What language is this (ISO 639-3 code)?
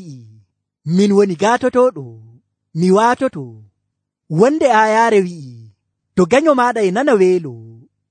fuv